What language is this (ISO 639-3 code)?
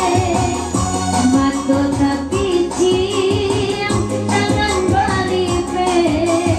min